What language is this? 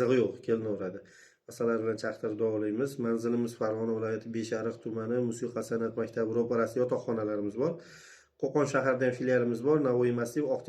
Uzbek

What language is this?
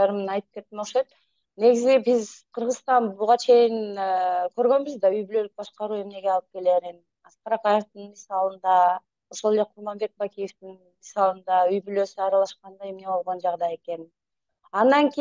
Kyrgyz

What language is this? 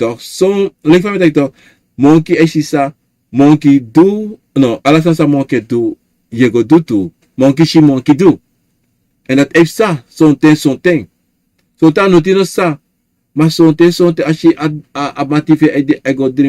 Sranan Tongo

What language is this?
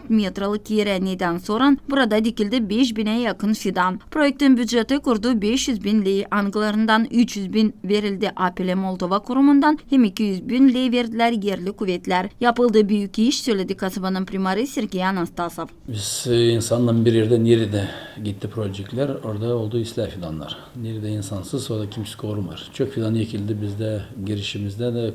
Gagauz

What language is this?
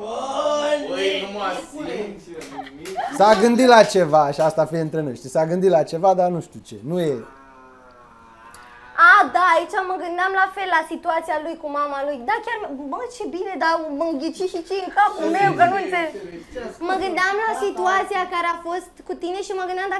Romanian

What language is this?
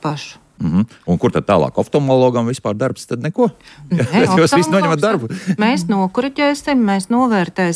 Latvian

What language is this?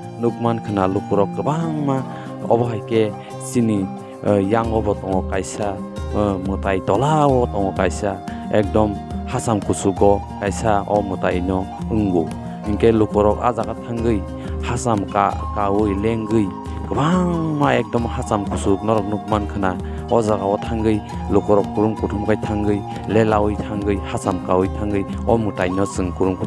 Kok Borok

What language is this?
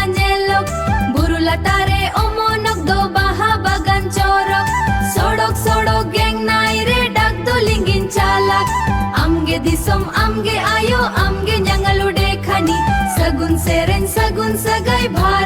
Santali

